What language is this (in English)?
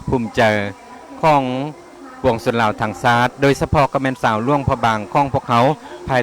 Lao